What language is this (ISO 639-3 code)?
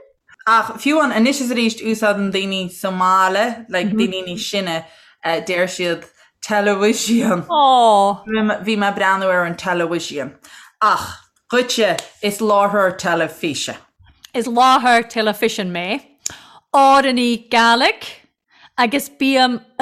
gle